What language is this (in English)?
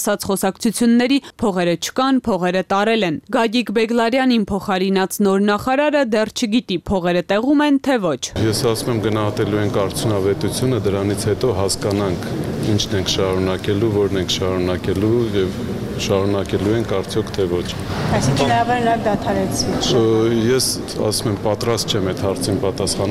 Armenian